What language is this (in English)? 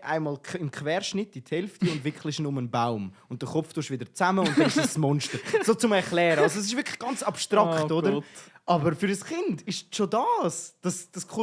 Swiss German